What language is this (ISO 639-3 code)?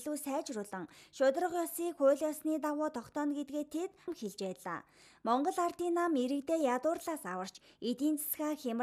mon